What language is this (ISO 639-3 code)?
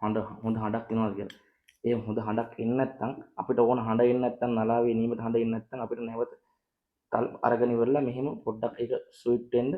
sin